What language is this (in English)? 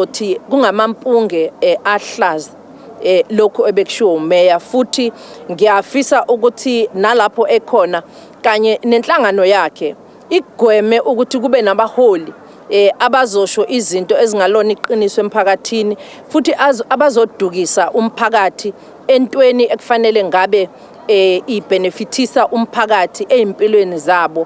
Zulu